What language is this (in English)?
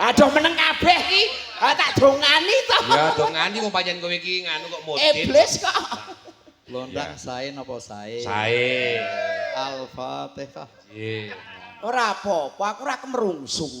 Javanese